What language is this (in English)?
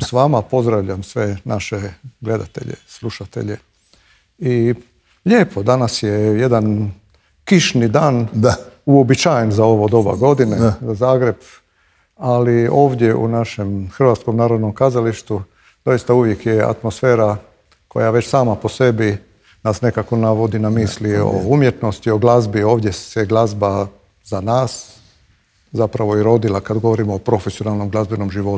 Croatian